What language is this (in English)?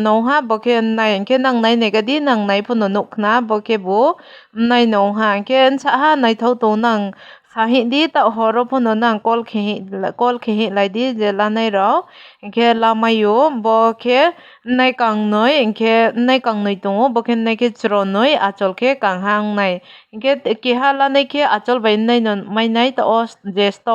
Kok Borok